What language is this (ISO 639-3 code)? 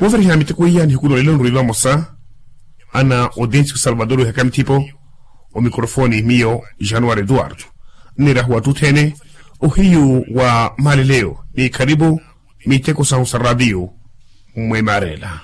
vmw